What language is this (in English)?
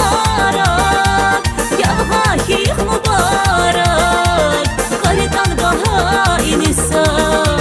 Tabassaran